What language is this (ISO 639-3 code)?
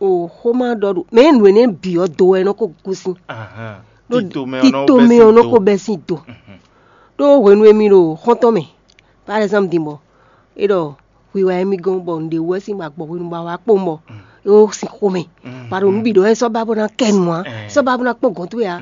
fon